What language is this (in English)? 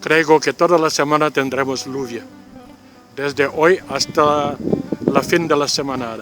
Ladino